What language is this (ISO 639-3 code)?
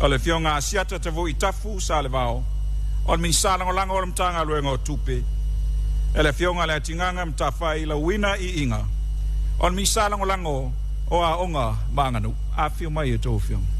smo